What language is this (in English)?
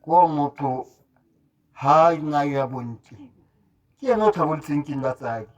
Tswana